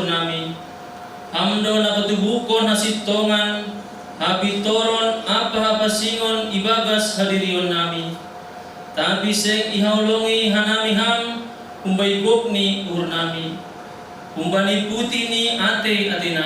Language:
Batak Simalungun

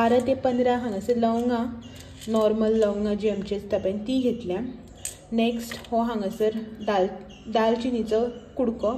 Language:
Konkani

